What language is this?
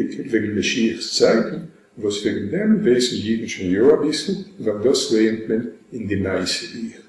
Yiddish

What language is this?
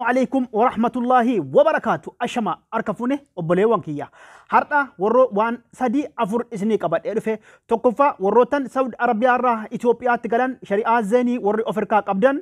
Oromo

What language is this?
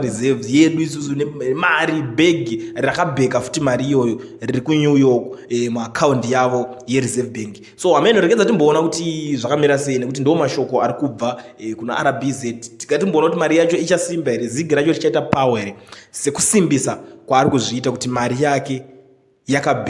Shona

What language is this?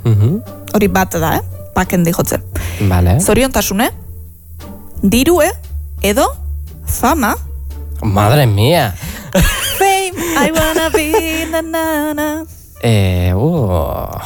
Basque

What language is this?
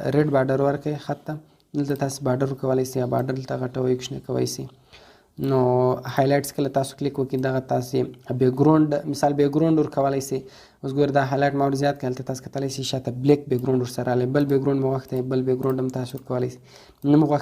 Pashto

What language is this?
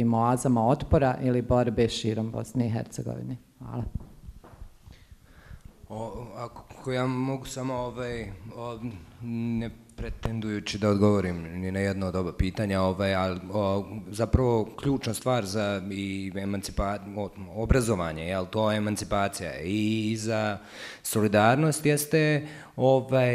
Bosnian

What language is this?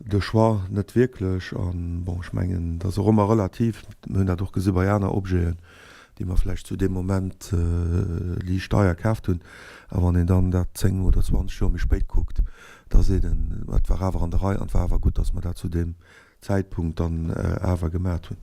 Luxembourgish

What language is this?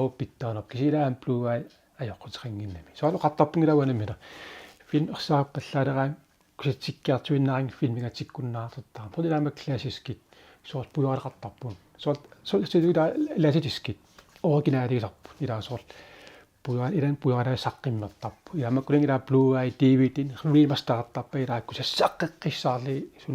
Kalaallisut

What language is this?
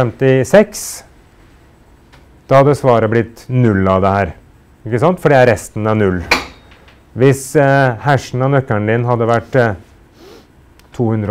Norwegian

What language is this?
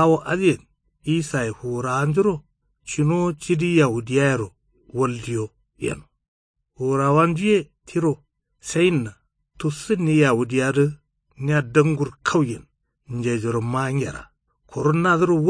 Kanuri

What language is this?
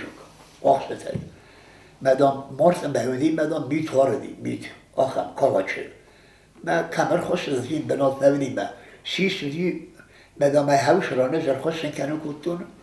Ossetic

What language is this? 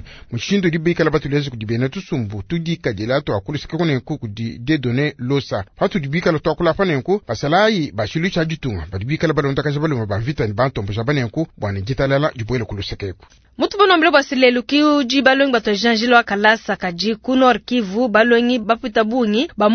Luba-Lulua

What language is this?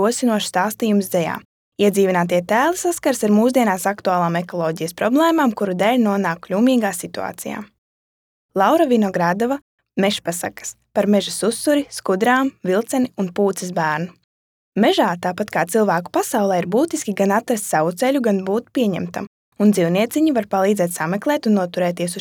Latvian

